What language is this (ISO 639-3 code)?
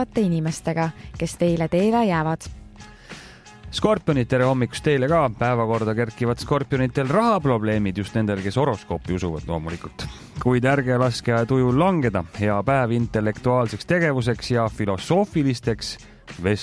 est